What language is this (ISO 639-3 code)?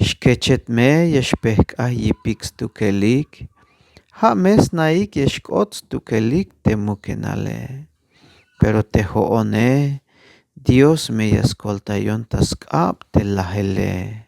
tzh